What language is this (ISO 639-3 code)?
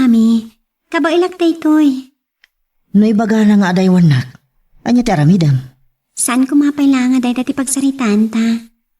ilo